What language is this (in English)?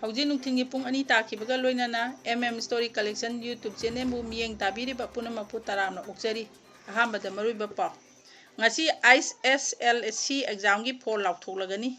Manipuri